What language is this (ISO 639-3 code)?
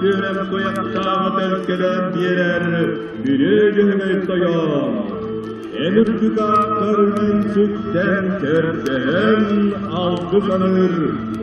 sah